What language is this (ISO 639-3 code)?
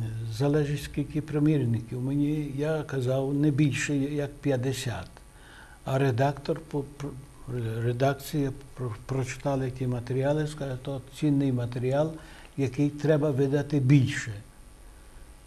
ukr